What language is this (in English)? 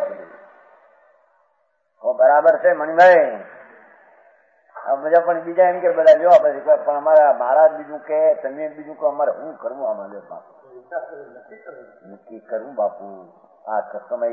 Gujarati